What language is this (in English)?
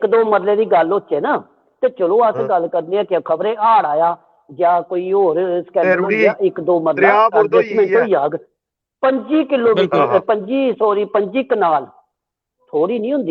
Dogri